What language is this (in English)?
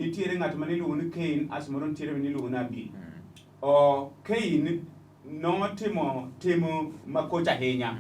Luo (Kenya and Tanzania)